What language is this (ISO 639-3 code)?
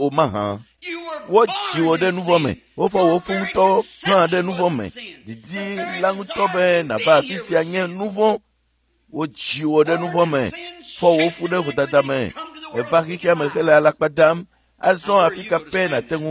ewe